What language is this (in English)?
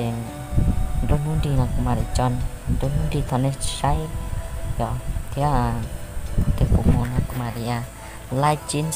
Hmong